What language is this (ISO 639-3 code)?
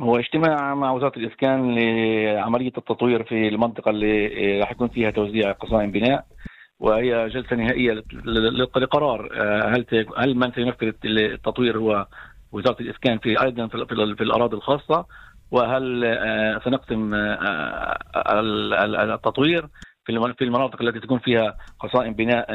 apc